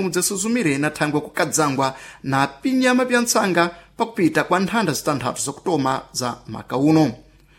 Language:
Sena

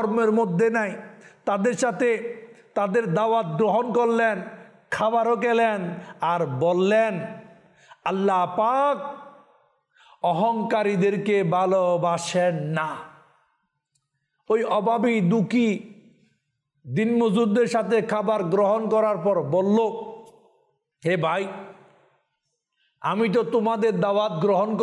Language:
Bangla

